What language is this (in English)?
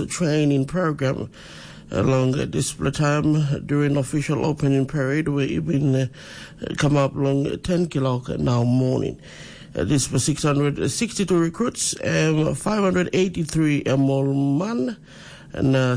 Tok Pisin